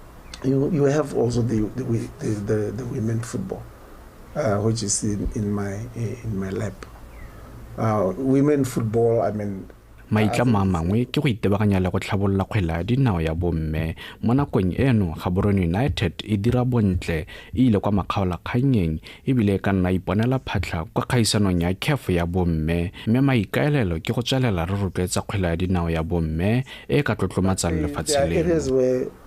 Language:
Tswana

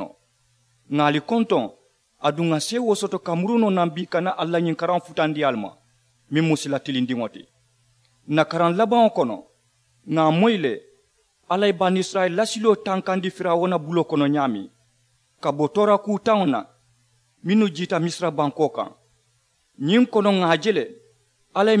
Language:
Mandingo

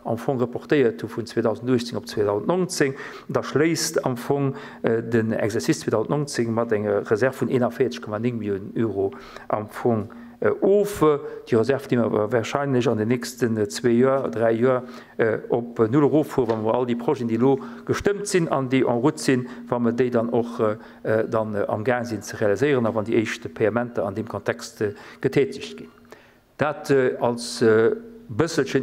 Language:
Luxembourgish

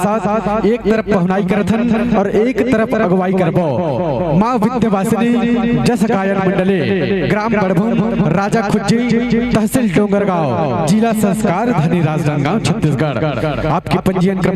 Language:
Chhattisgarhi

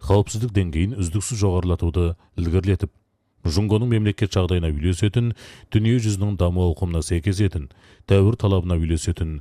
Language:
Kazakh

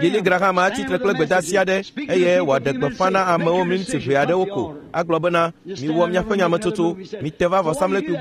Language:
Ewe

